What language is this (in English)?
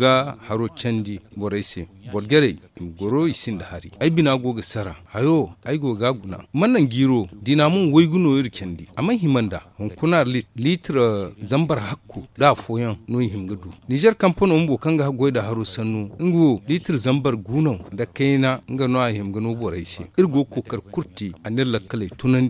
Zarma